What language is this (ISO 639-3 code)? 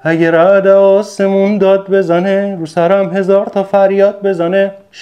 fas